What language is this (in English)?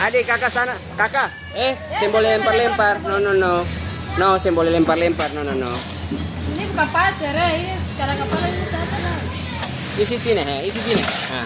Ambonese Malay